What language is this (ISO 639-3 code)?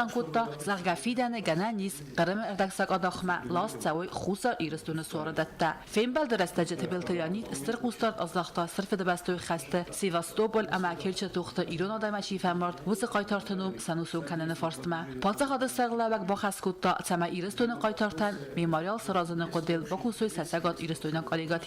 oss